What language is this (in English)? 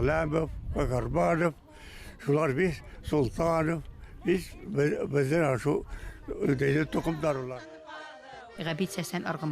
Bashkir